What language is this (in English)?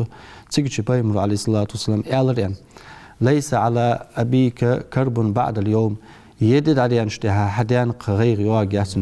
Ingush